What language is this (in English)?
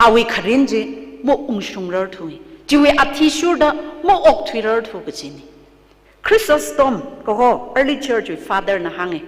Tangkhul Naga (India)